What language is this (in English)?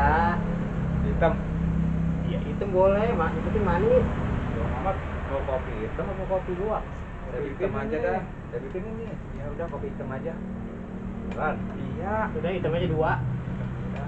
Betawi